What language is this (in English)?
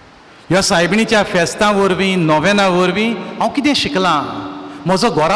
Konkani